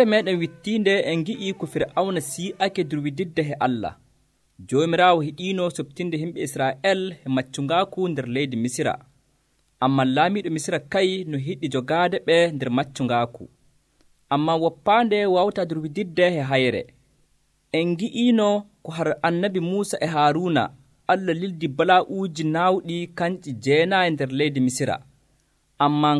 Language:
Nigerian Fulfulde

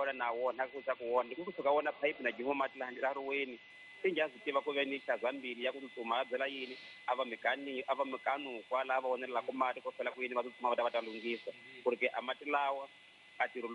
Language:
Tsonga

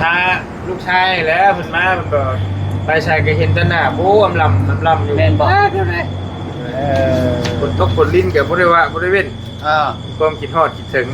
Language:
Northeastern Thai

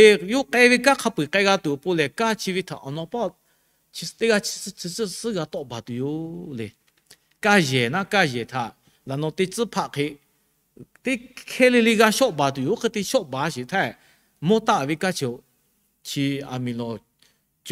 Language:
Lahu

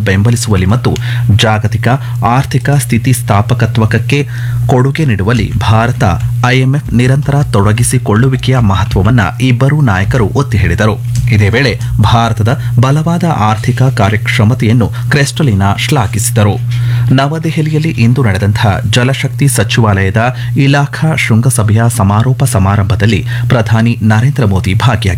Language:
Kannada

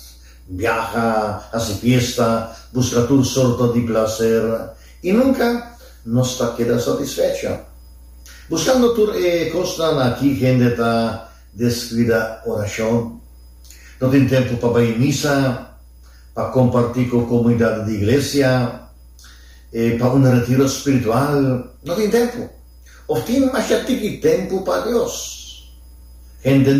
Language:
Papiamento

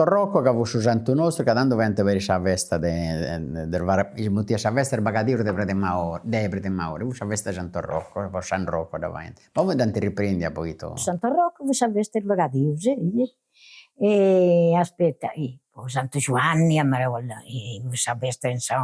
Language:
Sardinian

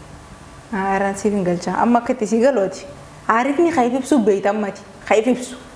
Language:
Oromo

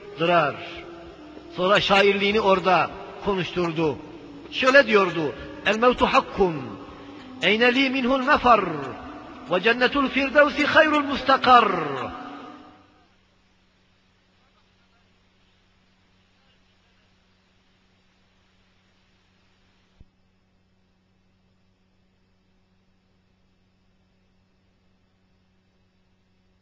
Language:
Turkish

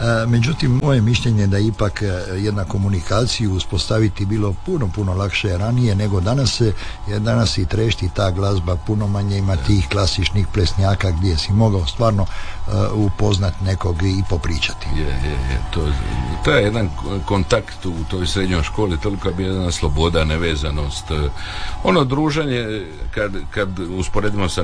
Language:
Croatian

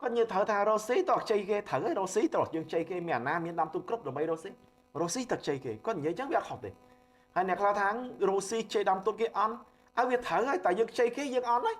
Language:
Khmer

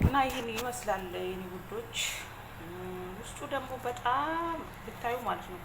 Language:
Amharic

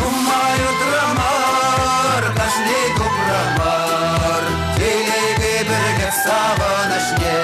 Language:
Chuvash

